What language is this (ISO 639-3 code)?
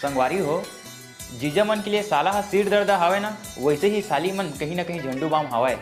hne